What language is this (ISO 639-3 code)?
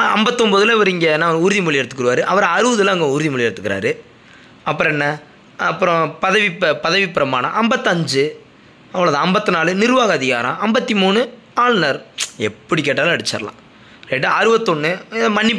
tam